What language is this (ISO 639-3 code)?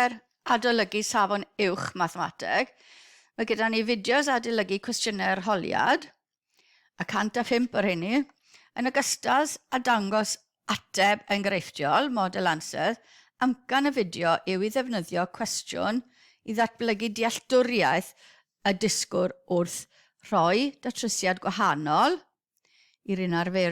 cym